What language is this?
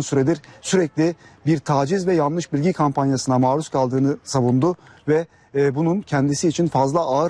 Turkish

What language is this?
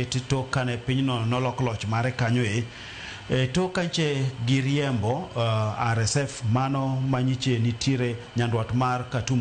Luo (Kenya and Tanzania)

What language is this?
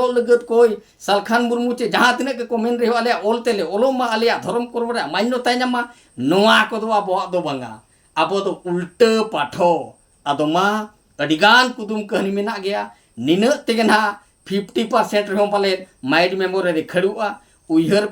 Santali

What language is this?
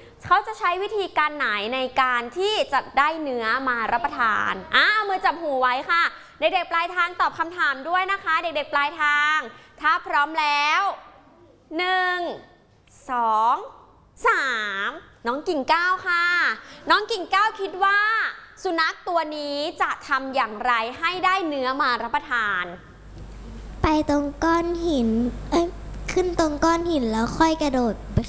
Thai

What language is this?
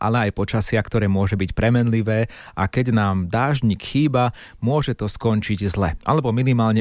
Slovak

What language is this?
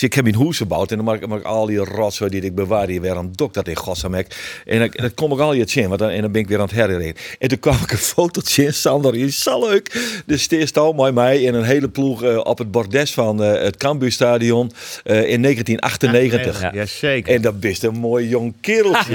Western Frisian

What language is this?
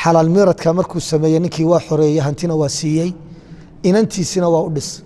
Somali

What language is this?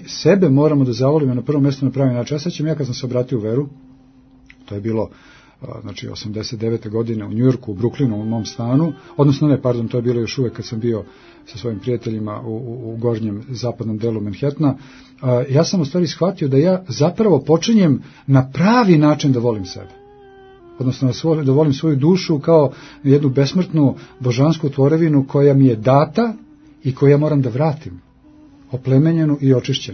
Serbian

